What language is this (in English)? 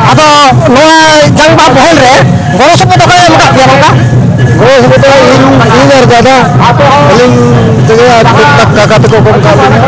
Santali